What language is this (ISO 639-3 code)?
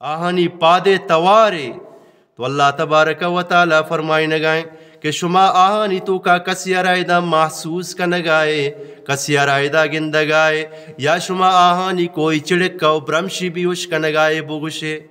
bgp